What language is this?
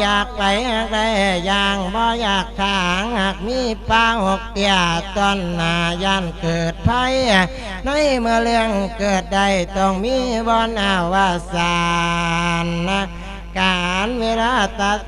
Lao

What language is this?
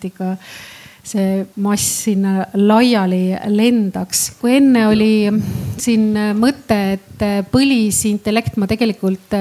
Estonian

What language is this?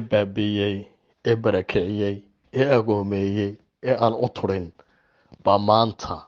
Somali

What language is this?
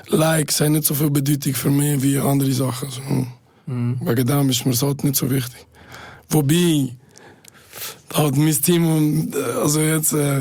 German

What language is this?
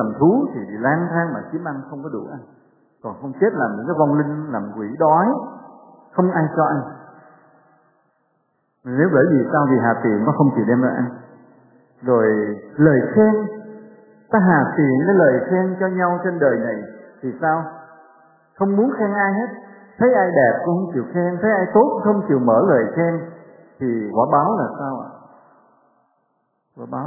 Vietnamese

